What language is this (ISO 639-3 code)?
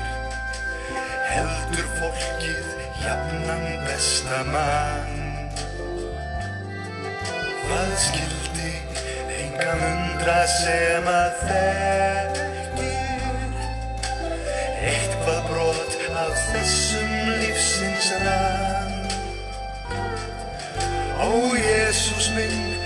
isl